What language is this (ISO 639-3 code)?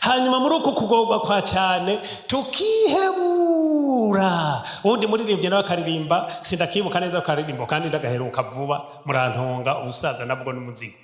run